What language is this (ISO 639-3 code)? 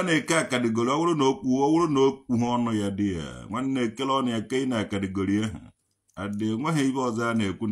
ibo